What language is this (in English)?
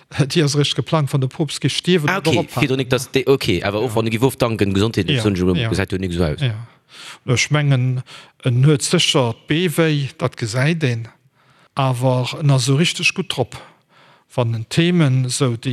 Luxembourgish